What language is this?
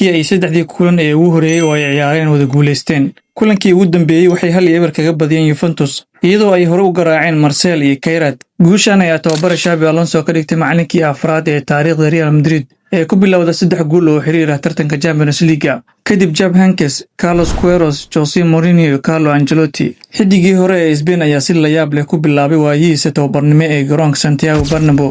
Somali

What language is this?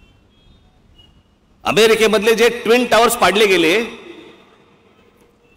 Marathi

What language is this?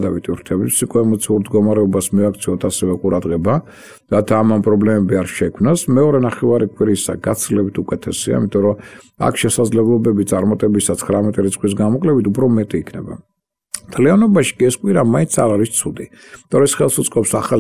Georgian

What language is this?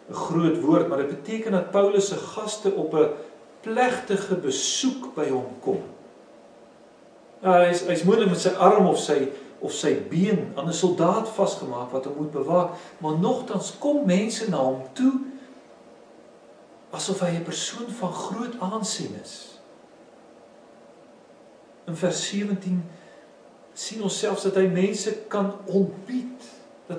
Afrikaans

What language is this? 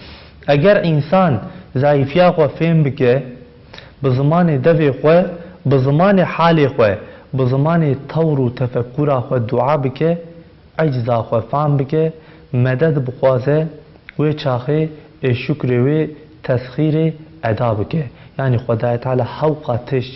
Kurdish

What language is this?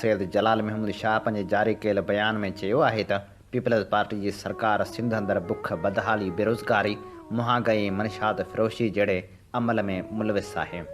Sindhi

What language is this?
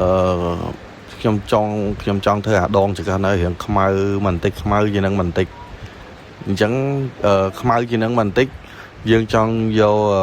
Khmer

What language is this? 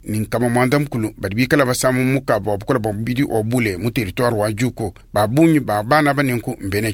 Luba-Lulua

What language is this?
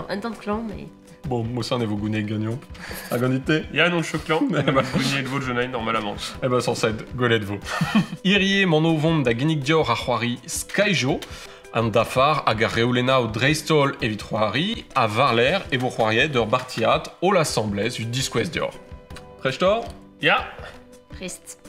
Breton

